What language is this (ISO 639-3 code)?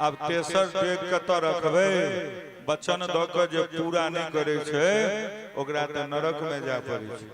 mai